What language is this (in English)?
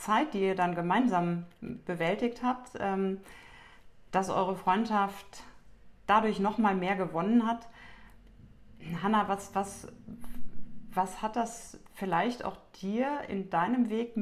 German